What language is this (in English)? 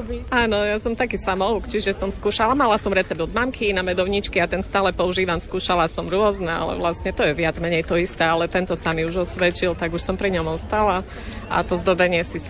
Slovak